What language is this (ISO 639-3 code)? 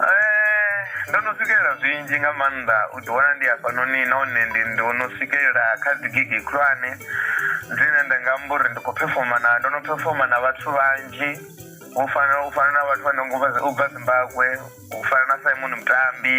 ven